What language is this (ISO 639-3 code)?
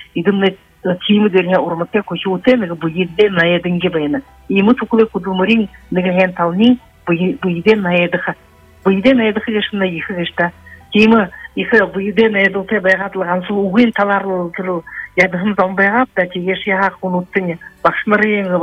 bua